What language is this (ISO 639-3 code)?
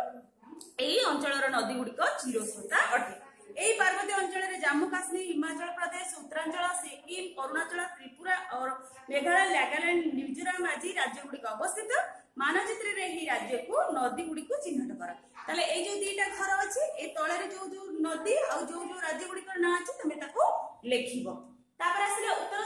ori